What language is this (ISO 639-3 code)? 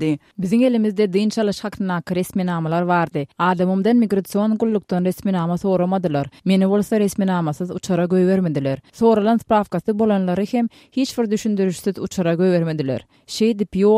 tuk